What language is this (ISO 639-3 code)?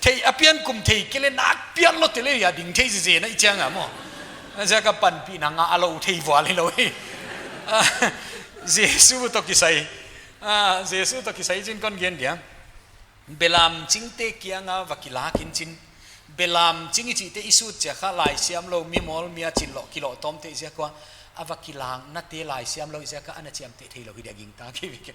pck